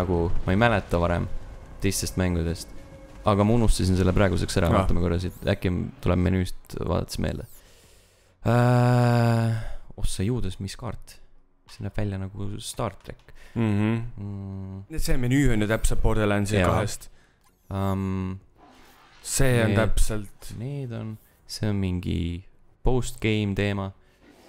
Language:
Estonian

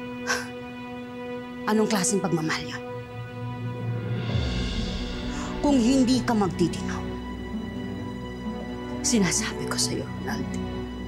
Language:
Filipino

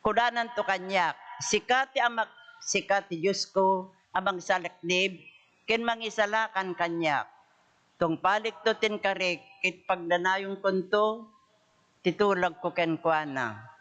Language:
Iloko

